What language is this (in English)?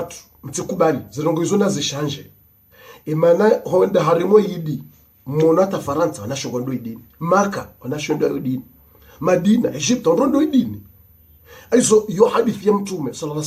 Ngazidja Comorian